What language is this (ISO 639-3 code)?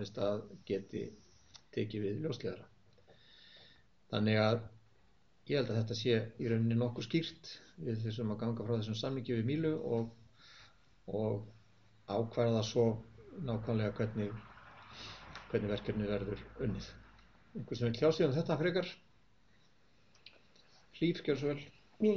isl